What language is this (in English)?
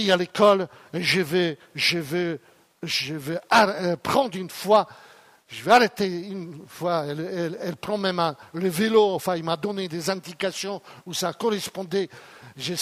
French